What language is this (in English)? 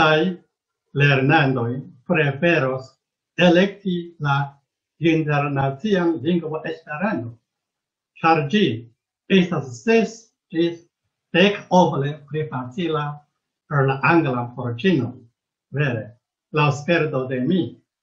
Esperanto